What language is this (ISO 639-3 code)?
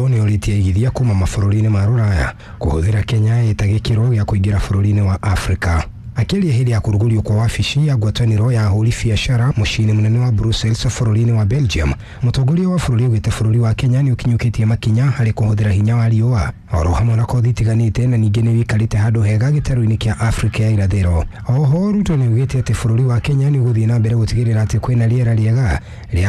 kik